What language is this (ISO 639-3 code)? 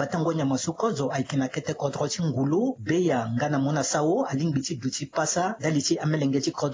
sag